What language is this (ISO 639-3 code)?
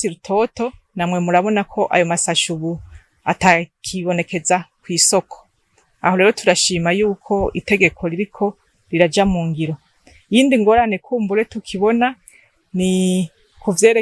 run